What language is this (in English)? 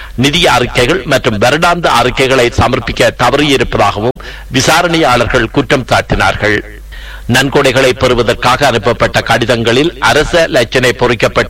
Tamil